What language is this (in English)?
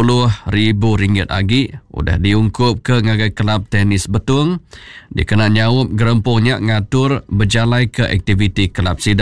Iban